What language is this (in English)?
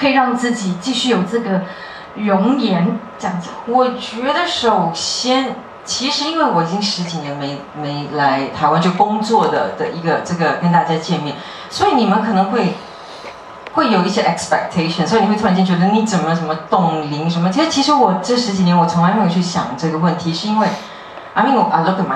Chinese